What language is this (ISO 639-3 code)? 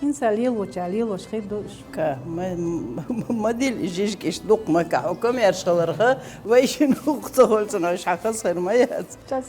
che